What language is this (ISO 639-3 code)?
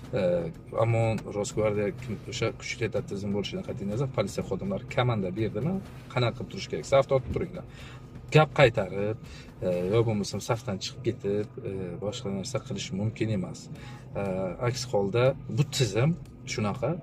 uzb